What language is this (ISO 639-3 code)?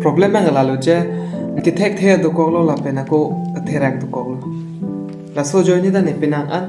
mjw